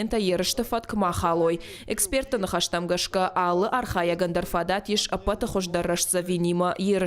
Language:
Ossetic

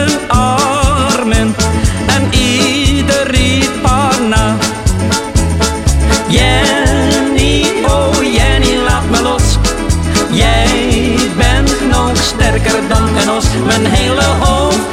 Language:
Dutch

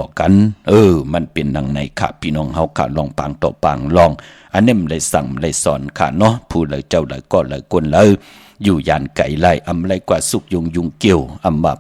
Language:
Shan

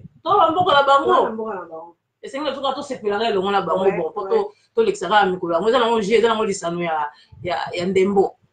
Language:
Lingala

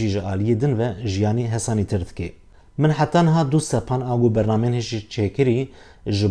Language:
Kurdish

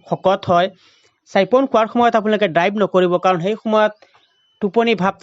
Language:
Assamese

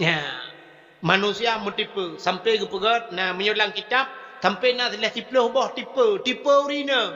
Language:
Achinese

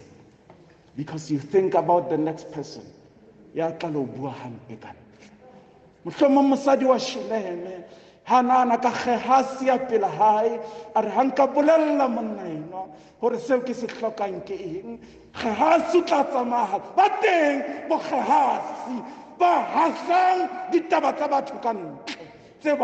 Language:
Southern Sotho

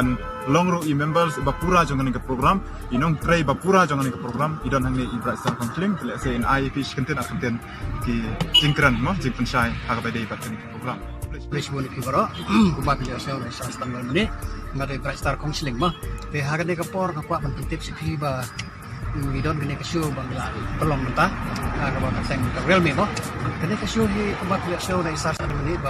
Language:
Khasi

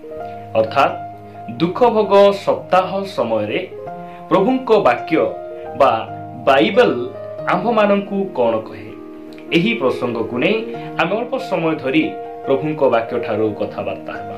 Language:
Odia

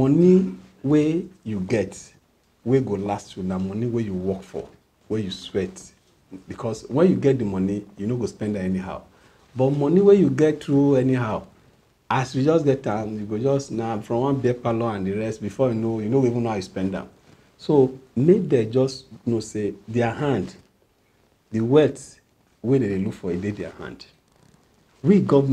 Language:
Nigerian Pidgin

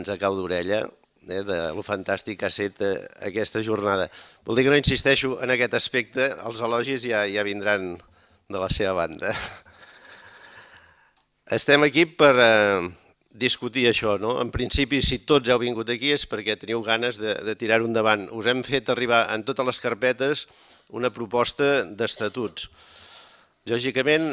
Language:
Catalan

